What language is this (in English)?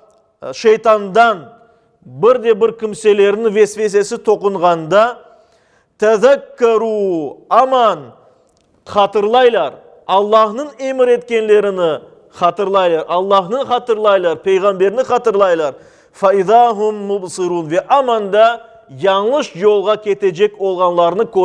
Crimean Tatar